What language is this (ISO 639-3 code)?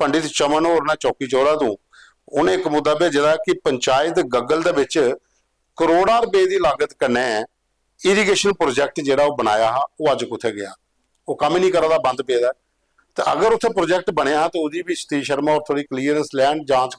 doi